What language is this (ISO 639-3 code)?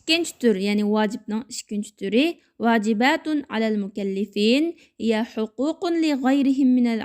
uig